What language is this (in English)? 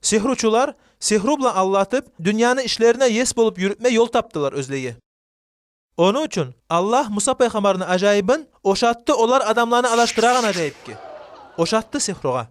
Kumyk